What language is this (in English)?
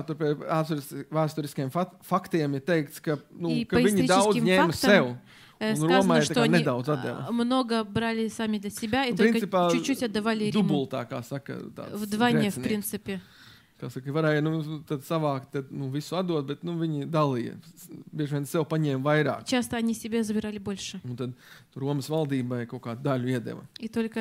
Latvian